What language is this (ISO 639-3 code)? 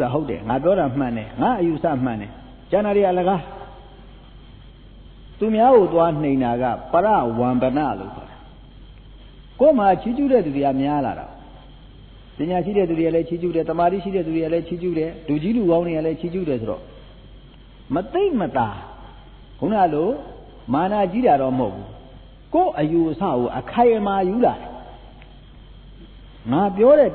mya